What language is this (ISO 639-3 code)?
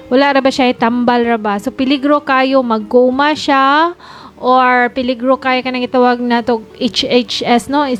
ceb